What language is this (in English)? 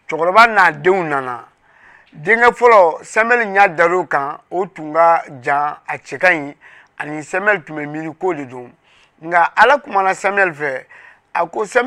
Bambara